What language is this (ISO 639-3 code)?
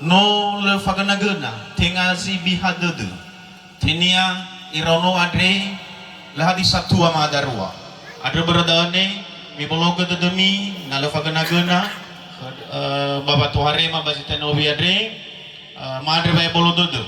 nia